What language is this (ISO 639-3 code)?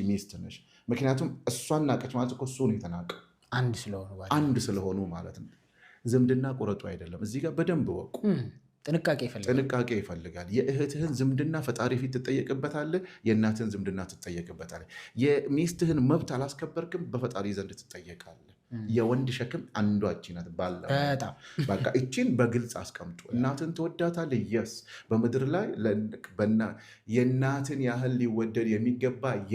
amh